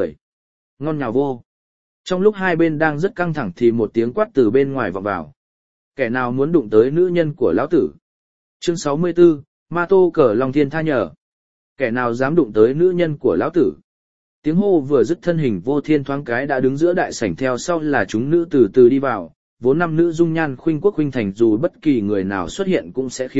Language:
Vietnamese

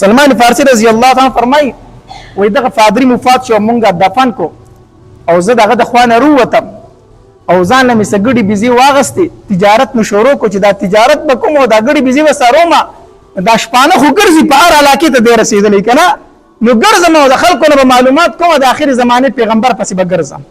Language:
Pashto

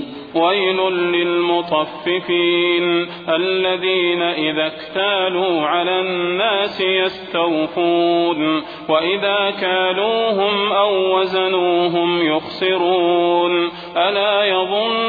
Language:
Arabic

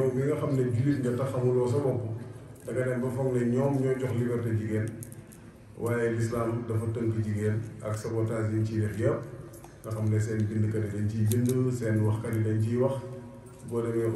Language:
Wolof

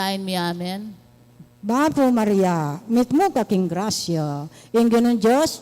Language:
Pampanga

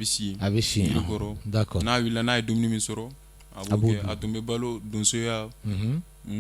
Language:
Bambara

